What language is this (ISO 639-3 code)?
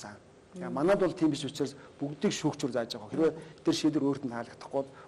mon